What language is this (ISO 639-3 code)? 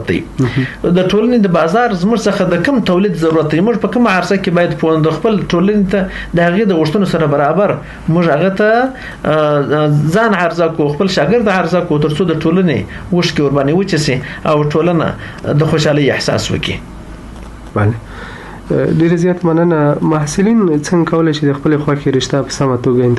pus